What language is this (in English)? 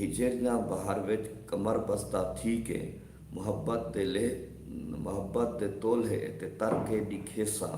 Saraiki